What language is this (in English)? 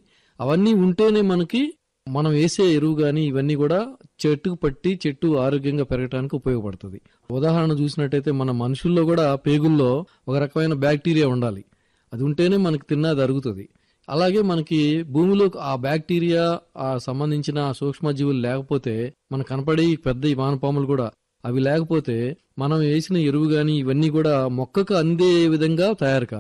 Telugu